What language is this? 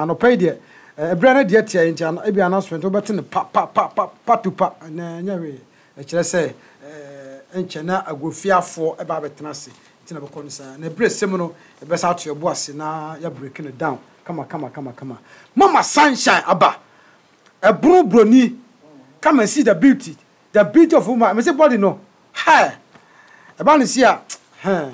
Akan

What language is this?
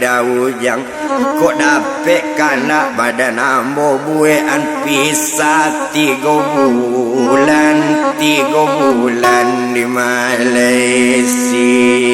Minangkabau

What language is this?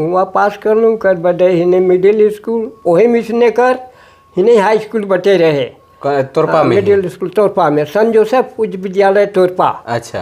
Sadri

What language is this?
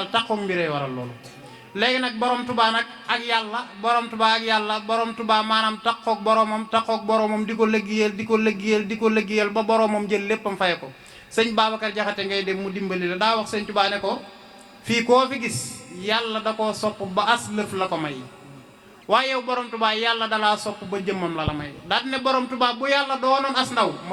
Wolof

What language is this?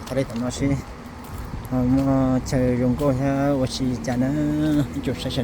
Hmong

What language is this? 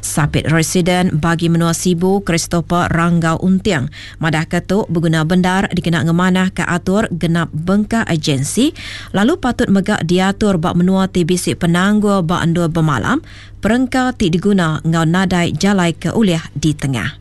Iban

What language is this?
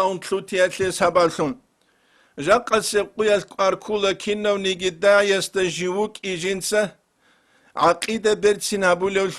Avaric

